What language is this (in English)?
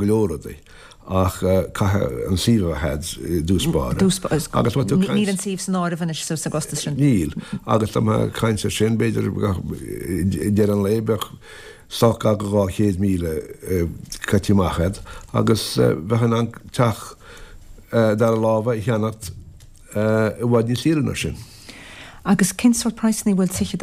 Irish